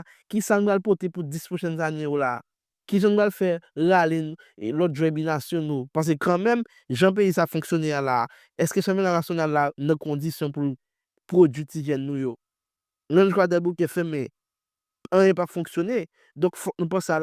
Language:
Haitian Creole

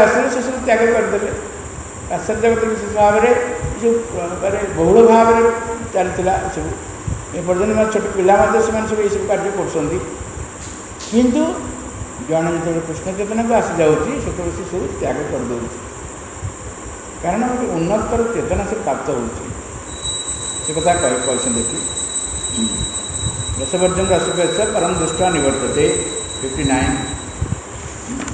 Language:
Odia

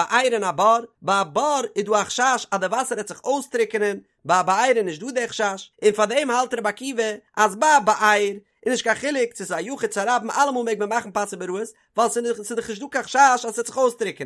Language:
Yiddish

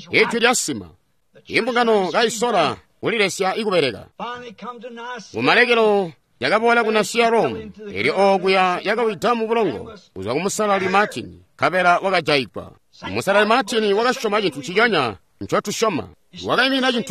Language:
Tonga (Zambia)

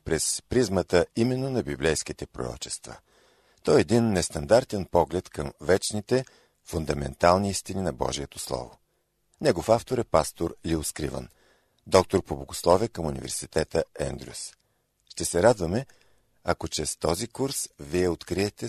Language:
Bulgarian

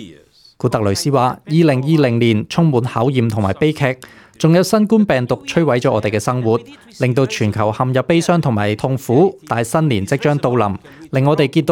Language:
Cantonese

